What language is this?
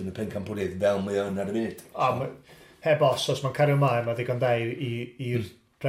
Welsh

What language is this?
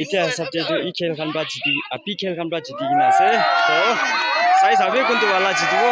Naga Pidgin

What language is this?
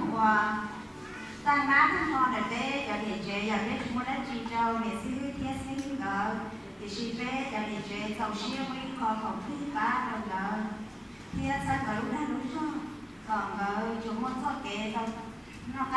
Hmong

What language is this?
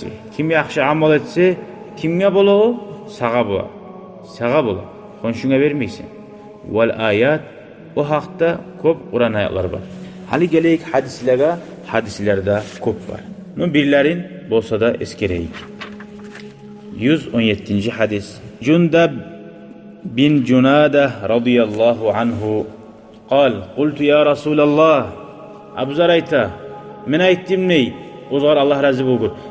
Kumyk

